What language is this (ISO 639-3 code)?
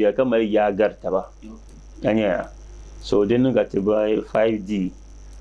dag